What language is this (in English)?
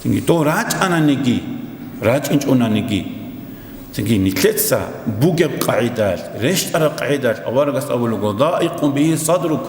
Avaric